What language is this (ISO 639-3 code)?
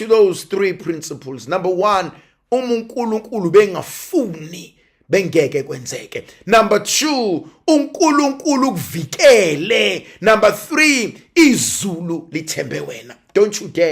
zul